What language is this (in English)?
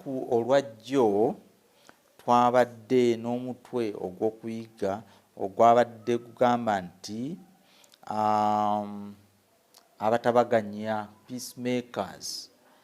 Ganda